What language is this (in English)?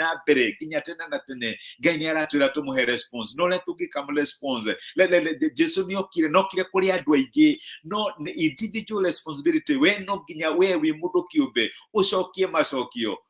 Kikuyu